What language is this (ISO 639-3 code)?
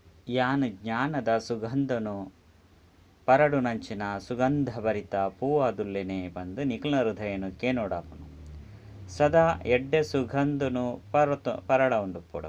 tcy